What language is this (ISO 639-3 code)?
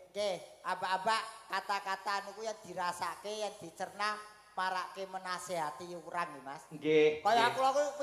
jav